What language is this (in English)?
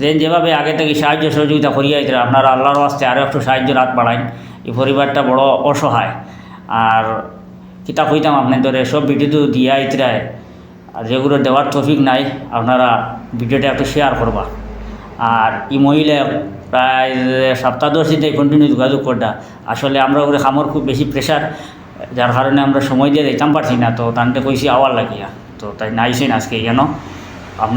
Sylheti